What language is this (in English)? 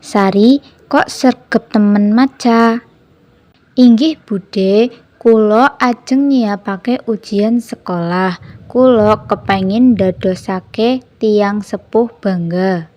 Javanese